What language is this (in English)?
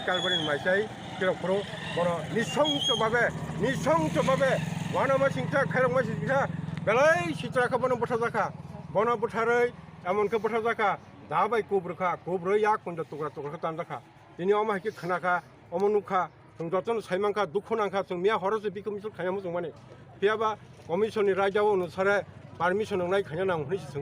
Kok Borok